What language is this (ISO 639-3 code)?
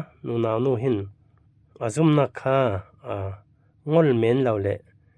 cfm